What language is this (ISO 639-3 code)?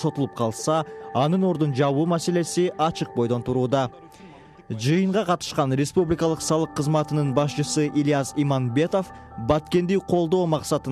kir